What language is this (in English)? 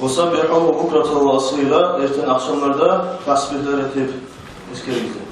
Kumyk